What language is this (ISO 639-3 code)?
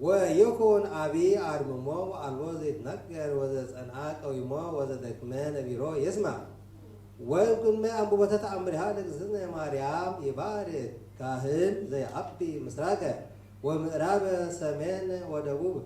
gez